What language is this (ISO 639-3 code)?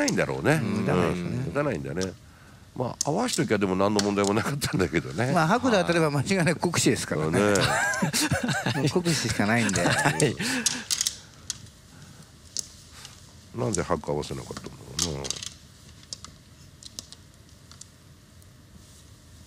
jpn